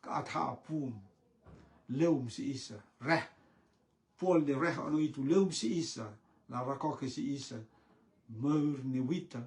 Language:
Rotuman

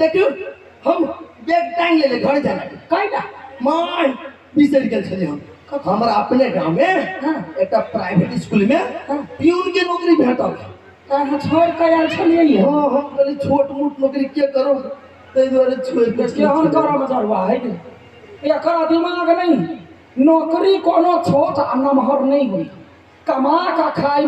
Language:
Maithili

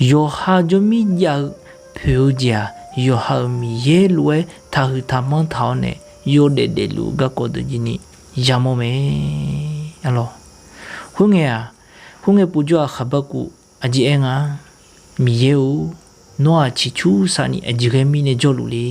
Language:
Akha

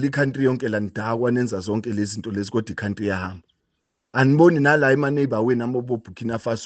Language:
Zulu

